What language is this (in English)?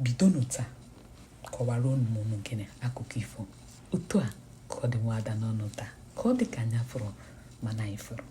Igbo